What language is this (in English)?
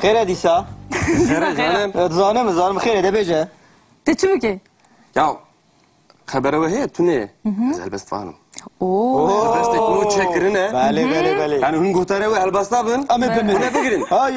Kurdish